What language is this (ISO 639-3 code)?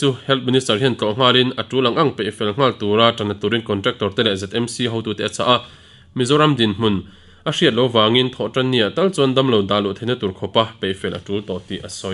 lus